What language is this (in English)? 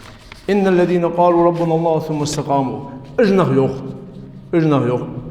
Ingush